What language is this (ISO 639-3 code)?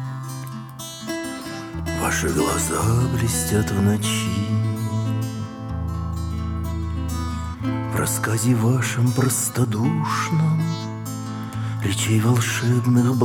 rus